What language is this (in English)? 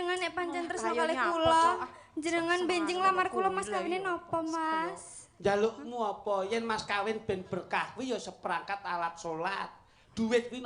Javanese